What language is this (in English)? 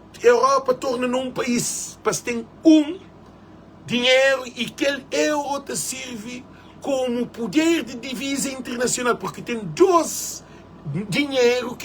Kabuverdianu